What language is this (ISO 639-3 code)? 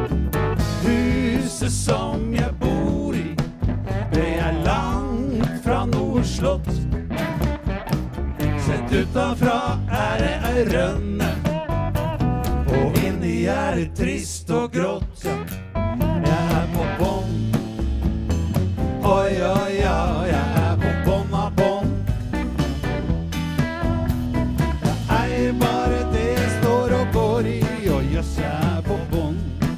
nor